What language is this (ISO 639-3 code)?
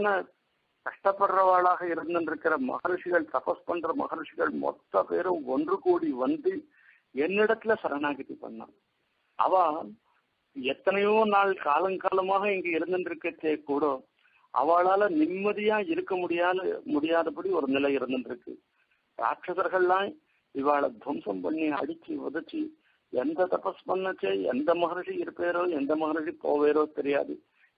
tam